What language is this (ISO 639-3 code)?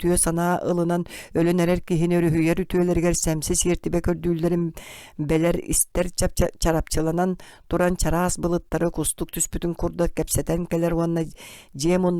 sah